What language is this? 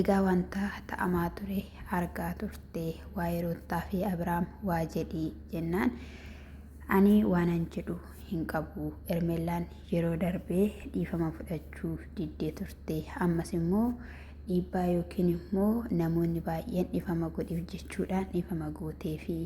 Oromo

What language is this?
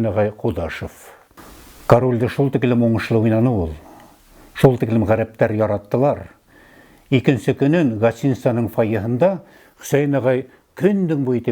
Bashkir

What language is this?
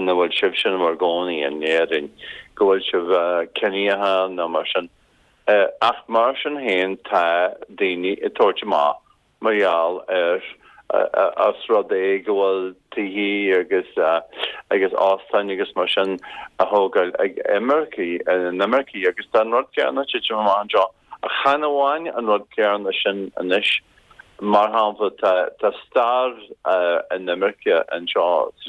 Irish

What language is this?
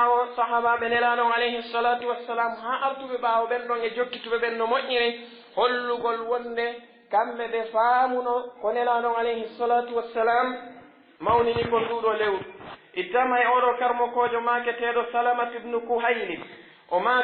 Pular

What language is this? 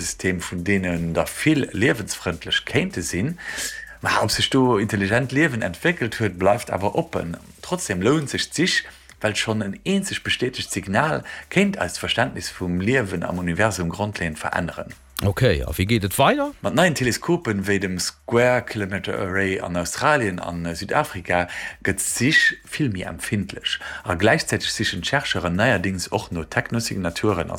Luxembourgish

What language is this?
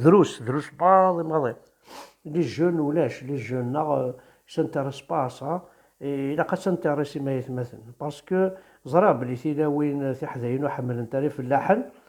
Kabyle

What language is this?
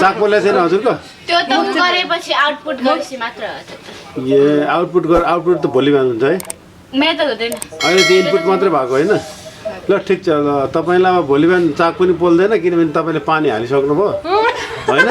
Nepali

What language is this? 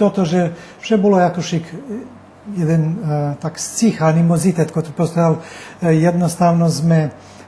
Rusyn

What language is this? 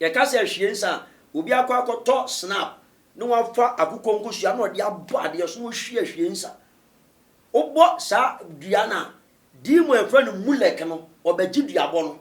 Akan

